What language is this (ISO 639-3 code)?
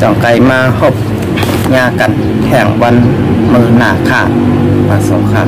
shn